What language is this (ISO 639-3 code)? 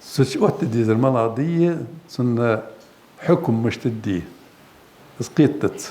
inh